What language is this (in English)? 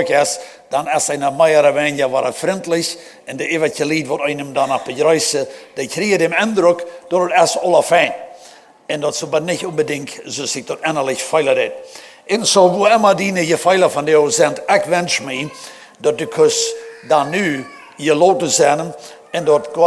Plautdietsch